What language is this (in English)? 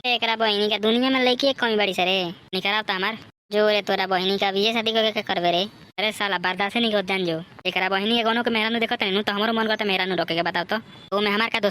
Bhojpuri